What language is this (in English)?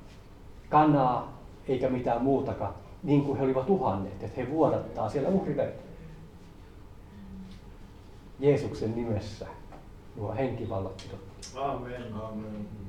Finnish